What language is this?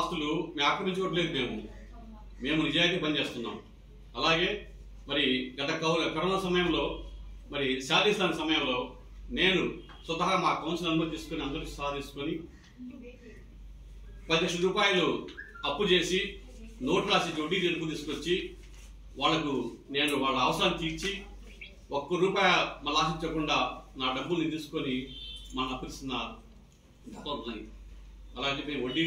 Telugu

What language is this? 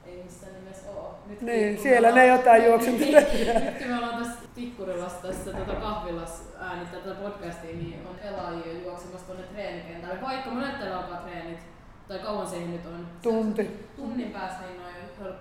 Finnish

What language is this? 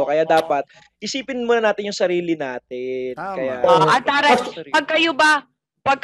Filipino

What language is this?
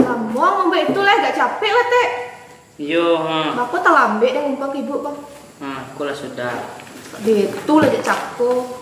Minangkabau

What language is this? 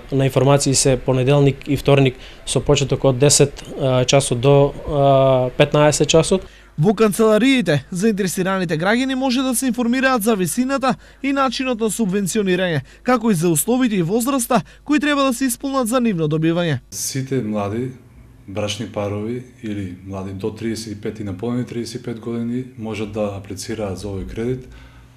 Macedonian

